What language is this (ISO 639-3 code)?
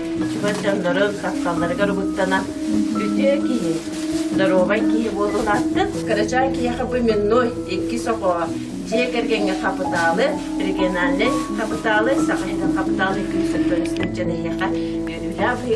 sah